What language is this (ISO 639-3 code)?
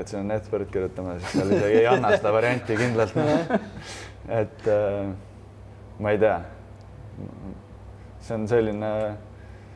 est